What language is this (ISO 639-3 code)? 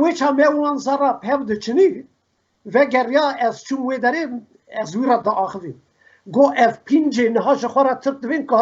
kur